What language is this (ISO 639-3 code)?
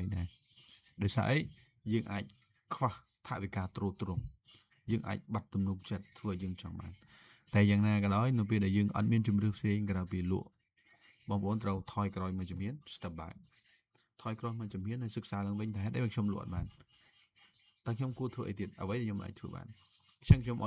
khm